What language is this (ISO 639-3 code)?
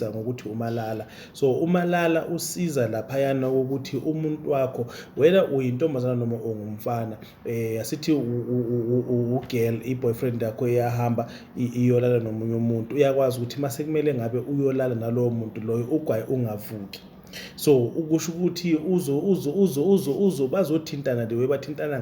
zul